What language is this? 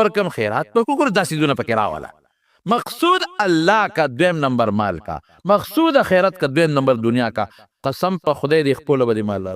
Pashto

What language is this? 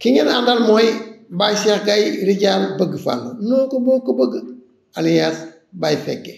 Wolof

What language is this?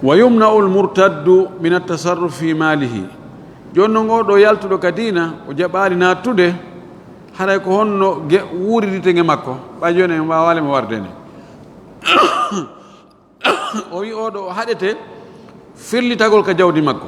Fula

